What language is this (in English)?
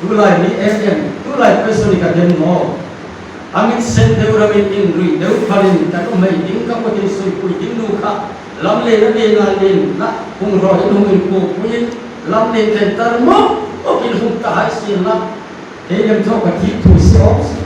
Hmar